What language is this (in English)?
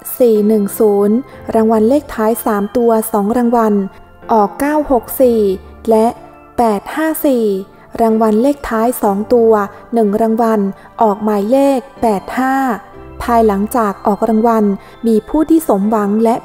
Thai